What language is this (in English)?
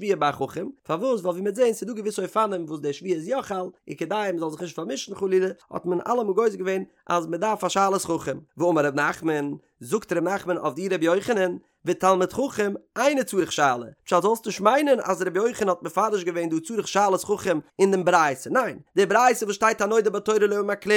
Yiddish